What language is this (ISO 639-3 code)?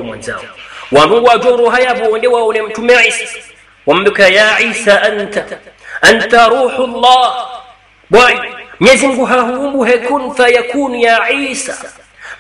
swa